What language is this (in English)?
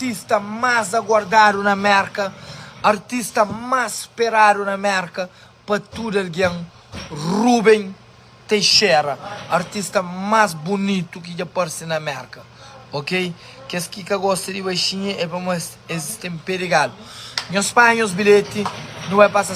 Kabuverdianu